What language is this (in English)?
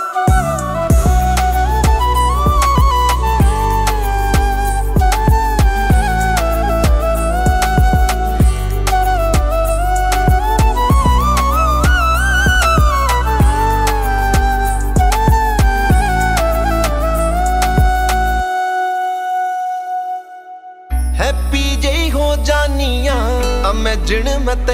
Punjabi